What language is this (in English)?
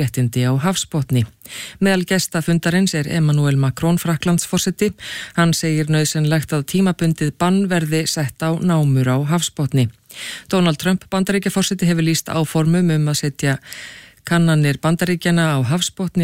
Icelandic